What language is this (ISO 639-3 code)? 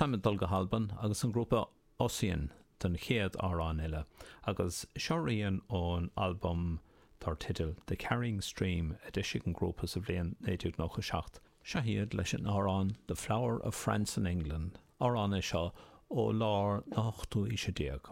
gle